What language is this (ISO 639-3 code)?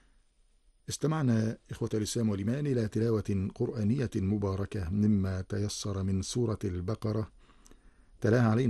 ara